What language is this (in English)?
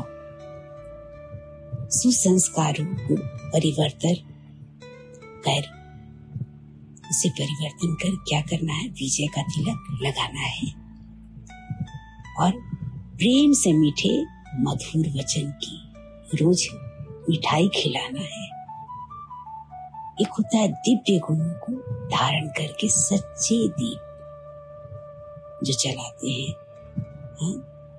Hindi